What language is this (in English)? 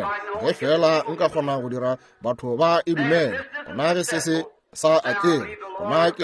Northern Sotho